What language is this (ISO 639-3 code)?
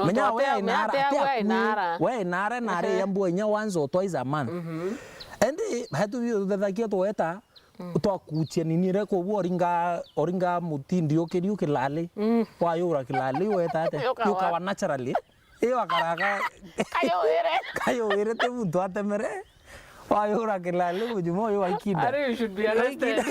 mer